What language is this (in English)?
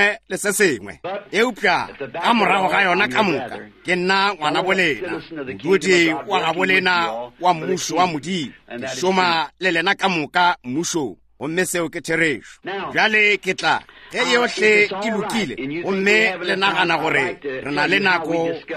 Northern Sotho